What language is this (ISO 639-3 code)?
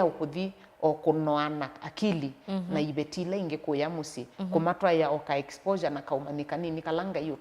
kam